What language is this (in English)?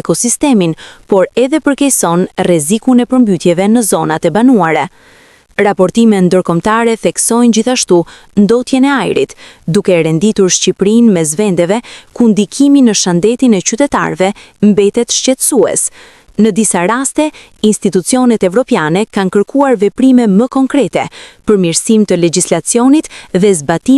Albanian